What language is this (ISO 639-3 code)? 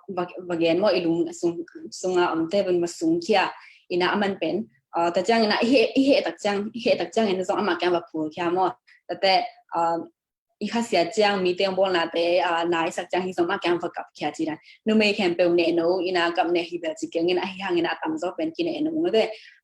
ctd